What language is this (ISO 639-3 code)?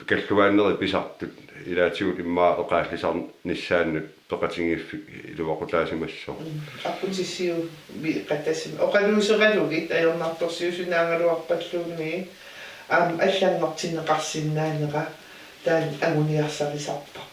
kal